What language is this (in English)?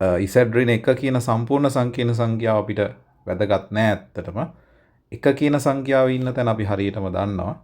Sinhala